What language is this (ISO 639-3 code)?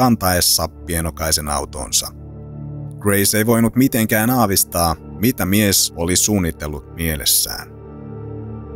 fin